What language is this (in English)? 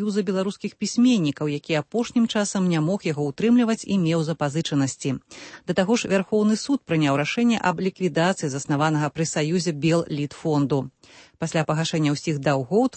Belarusian